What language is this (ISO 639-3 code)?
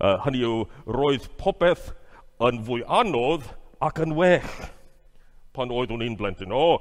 cym